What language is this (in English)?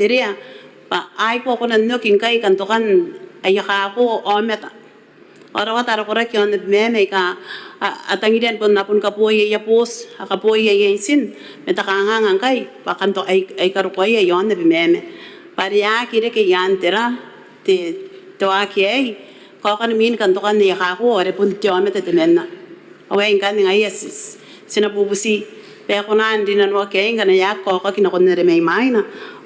Gilbertese